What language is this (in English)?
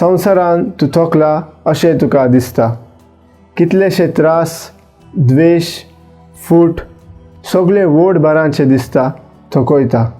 Konkani